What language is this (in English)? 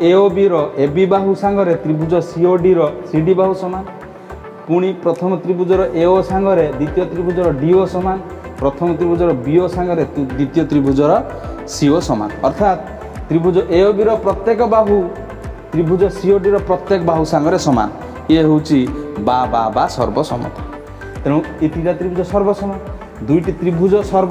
Odia